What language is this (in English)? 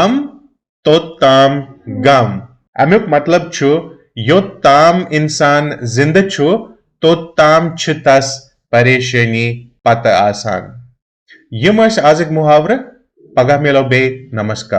Kashmiri